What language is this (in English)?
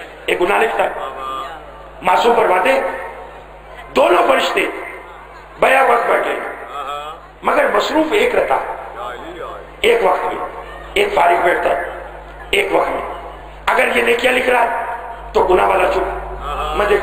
Urdu